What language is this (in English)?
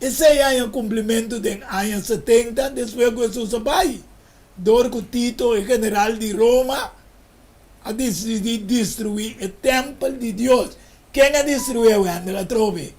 Papiamento